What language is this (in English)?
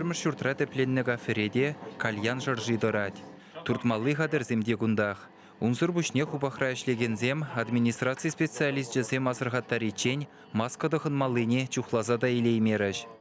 Chuvash